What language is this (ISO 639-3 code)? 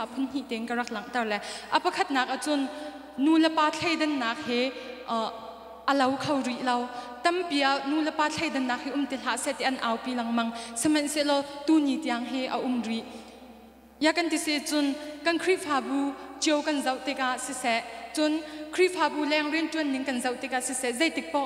cnh